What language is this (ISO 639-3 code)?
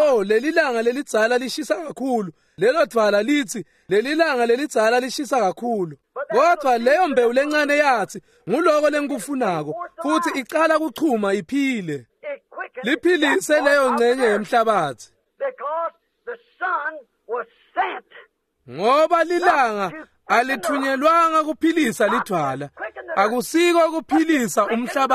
ssw